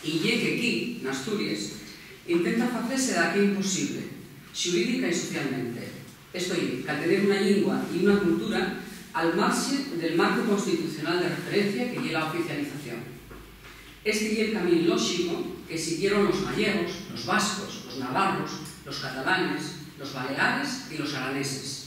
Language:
Asturian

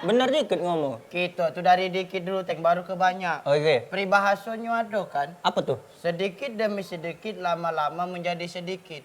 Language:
Musi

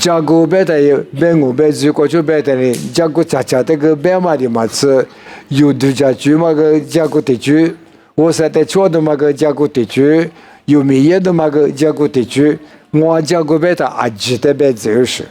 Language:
Lisu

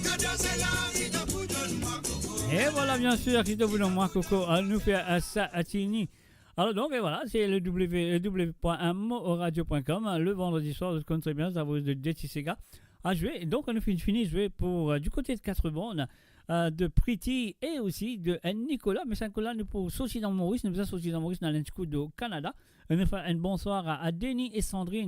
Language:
Morisyen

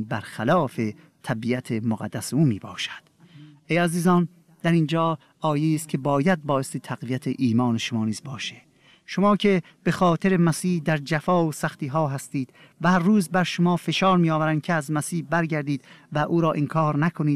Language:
Persian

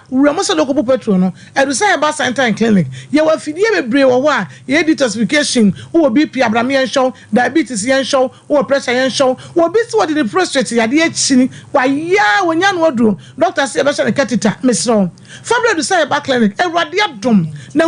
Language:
Akan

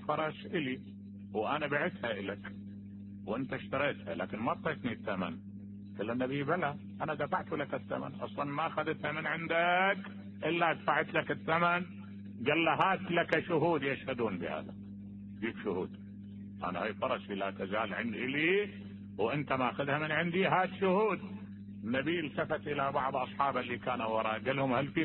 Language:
Mesopotamian Arabic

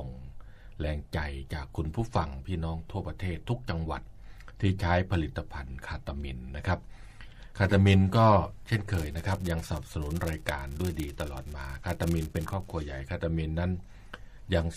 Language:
Thai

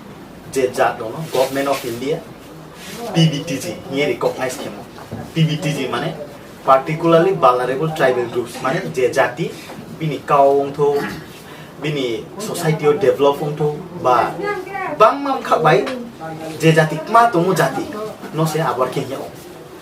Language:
Riang (India)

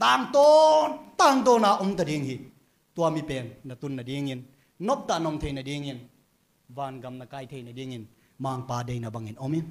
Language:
Tedim Chin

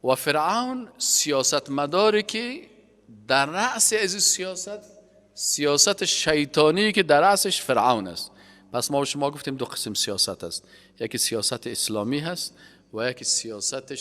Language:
Persian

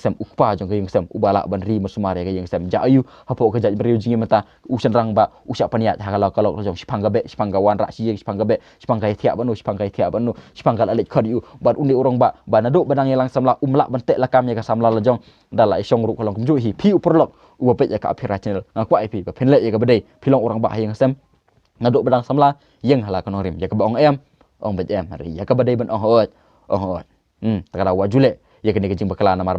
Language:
Khasi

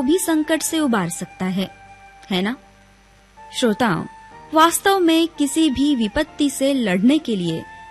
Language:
Hindi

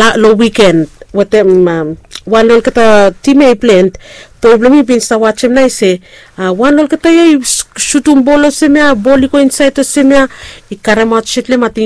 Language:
Bislama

